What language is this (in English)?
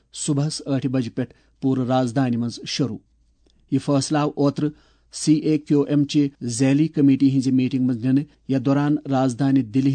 Kashmiri